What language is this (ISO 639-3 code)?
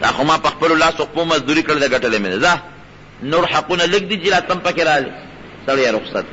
pus